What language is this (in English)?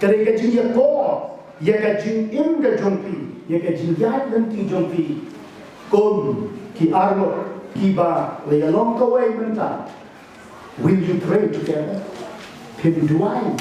Khasi